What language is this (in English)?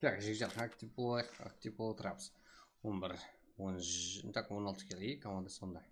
Kara-Kalpak